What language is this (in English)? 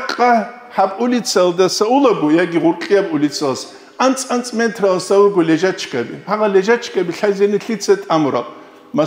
Avaric